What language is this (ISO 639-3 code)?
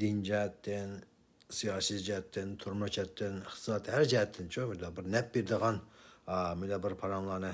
uig